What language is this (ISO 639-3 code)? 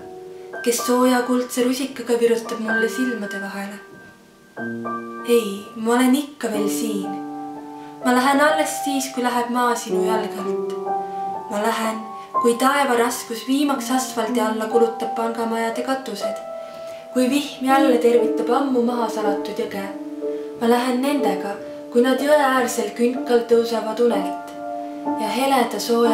est